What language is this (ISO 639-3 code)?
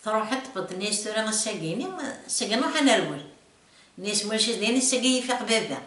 kab